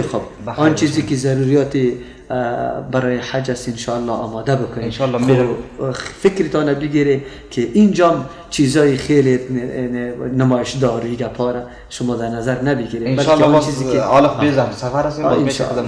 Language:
Persian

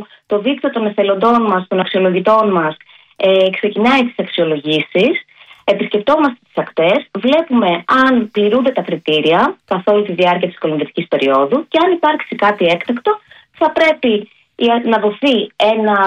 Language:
Greek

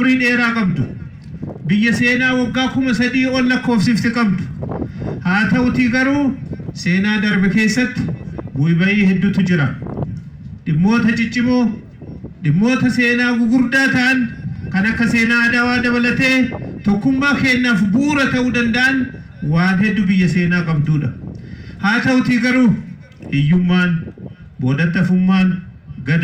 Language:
Oromo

